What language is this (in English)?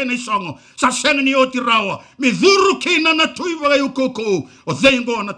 Fijian